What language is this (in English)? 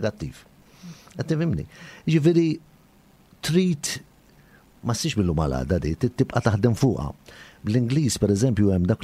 Maltese